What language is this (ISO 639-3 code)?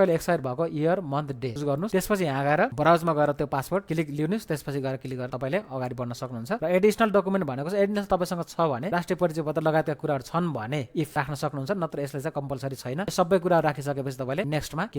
nep